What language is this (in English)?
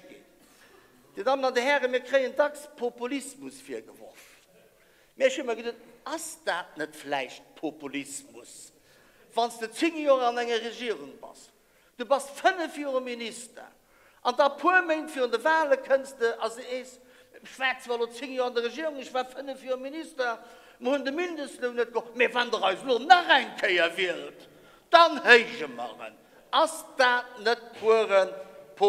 Luxembourgish